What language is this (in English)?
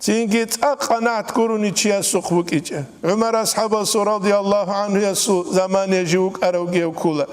Avaric